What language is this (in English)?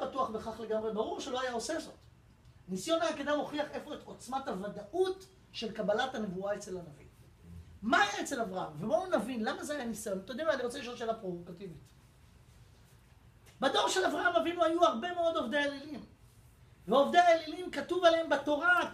Hebrew